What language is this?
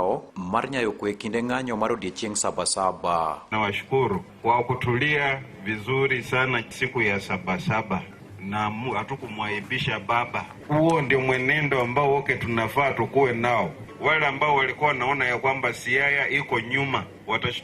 Luo (Kenya and Tanzania)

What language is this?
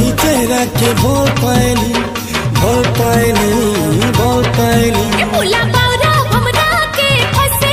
Sambalpuri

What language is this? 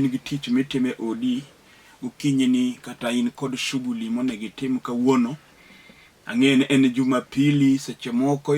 Luo (Kenya and Tanzania)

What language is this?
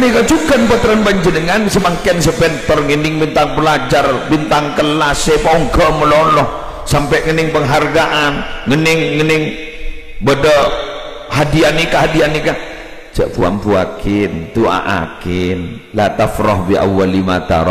Madurese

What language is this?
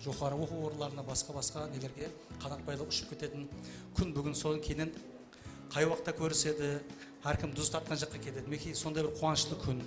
Kara-Kalpak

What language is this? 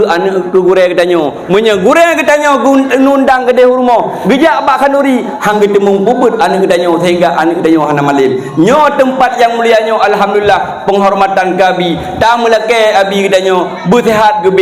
Achinese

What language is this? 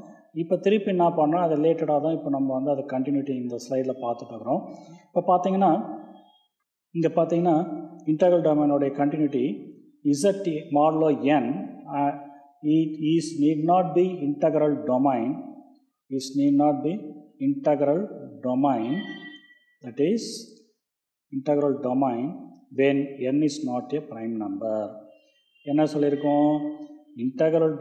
Tamil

